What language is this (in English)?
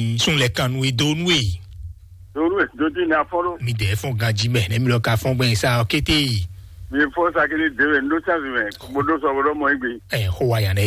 Fon